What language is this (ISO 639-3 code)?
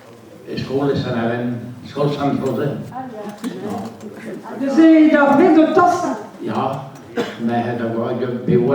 bre